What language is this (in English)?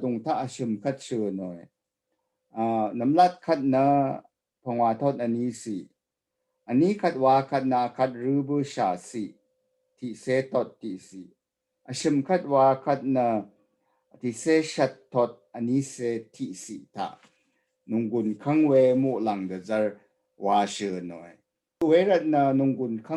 Rawang